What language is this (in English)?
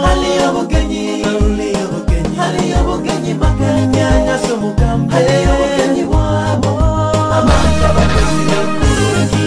Nyoro